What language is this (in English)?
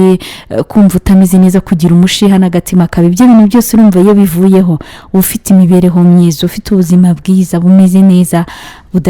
Kinyarwanda